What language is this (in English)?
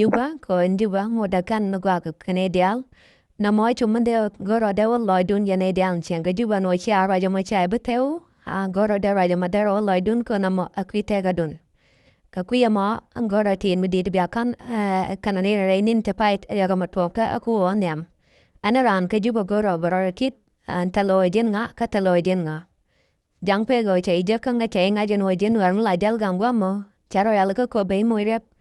Nuer